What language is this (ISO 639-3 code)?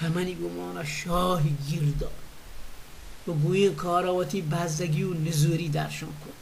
bal